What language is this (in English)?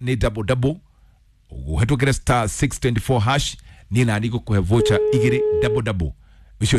Kikuyu